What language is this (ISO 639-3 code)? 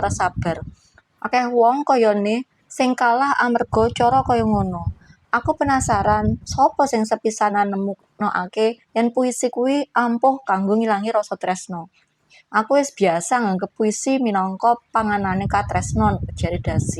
jav